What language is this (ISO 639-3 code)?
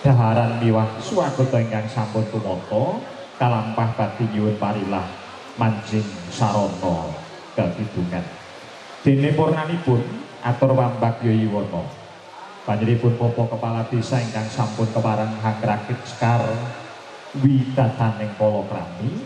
jav